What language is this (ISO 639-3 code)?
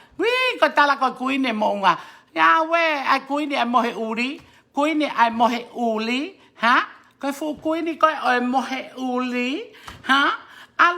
ton